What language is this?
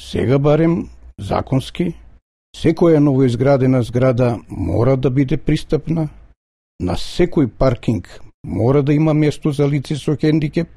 Macedonian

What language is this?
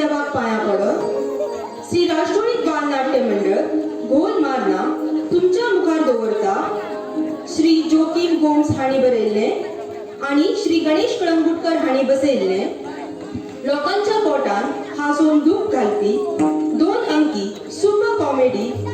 Konkani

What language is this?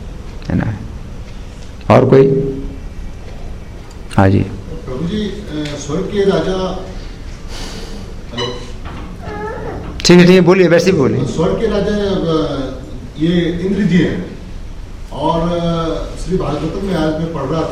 Hindi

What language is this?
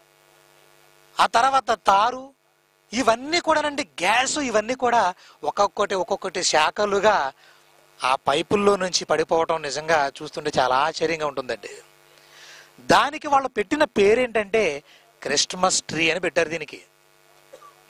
Telugu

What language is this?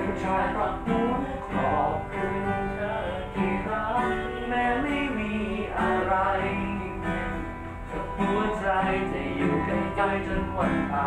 Thai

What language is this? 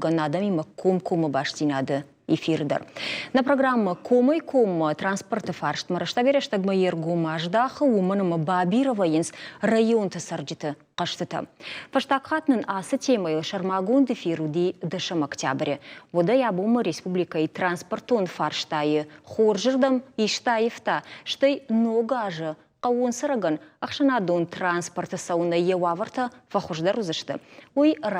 Ossetic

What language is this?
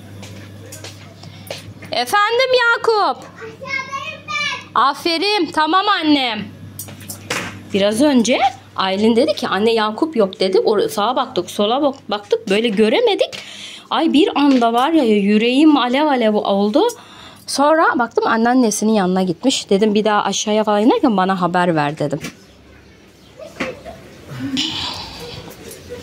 Turkish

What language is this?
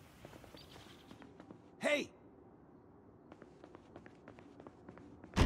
Russian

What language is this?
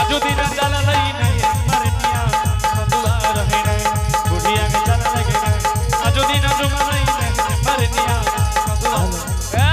Angika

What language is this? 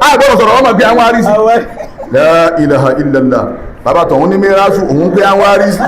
Yoruba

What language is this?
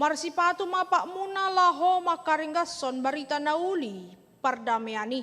Batak Toba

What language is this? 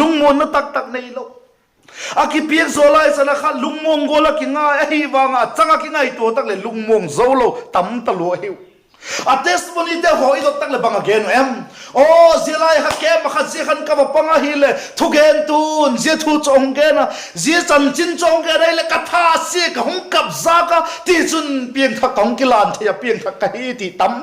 Vaiphei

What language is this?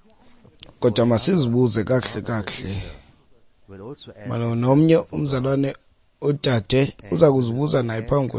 Xhosa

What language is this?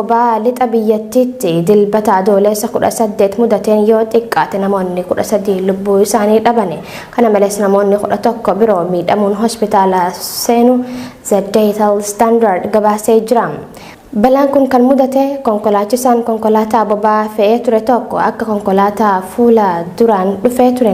Oromo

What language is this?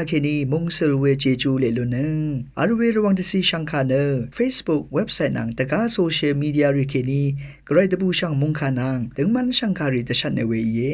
Rawang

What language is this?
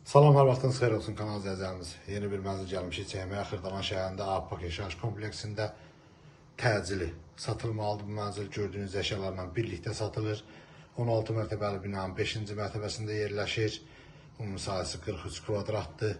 Azerbaijani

